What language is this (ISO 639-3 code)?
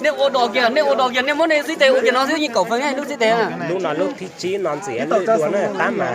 hmn